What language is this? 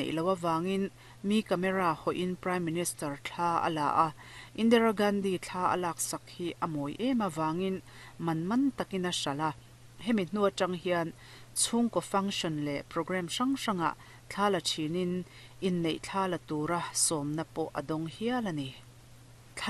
Mizo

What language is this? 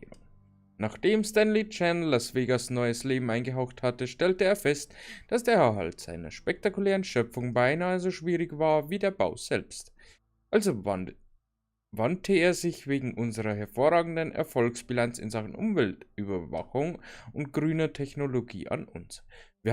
Bavarian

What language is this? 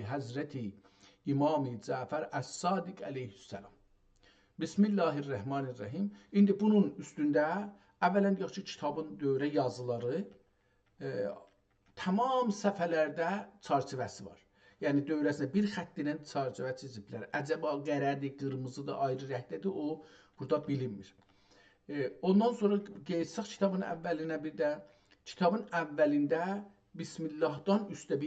South Azerbaijani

